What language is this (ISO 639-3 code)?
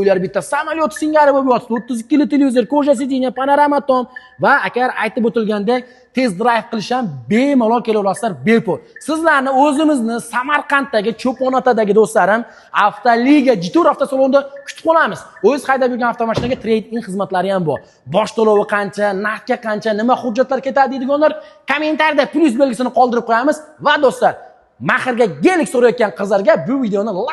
uzb